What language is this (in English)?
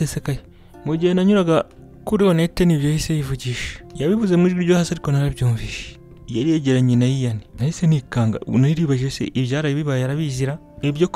Kinyarwanda